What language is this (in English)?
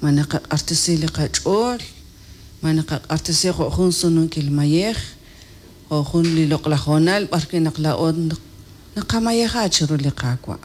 Kekchí